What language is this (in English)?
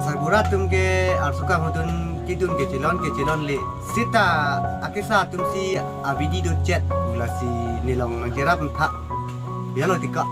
Karbi